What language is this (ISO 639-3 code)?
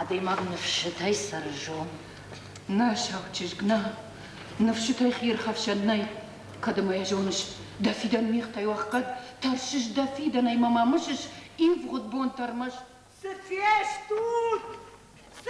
oss